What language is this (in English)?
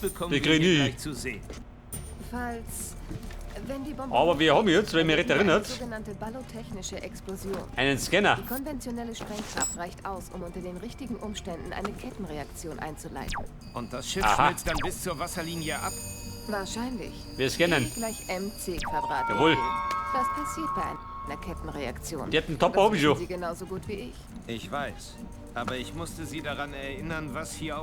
Bavarian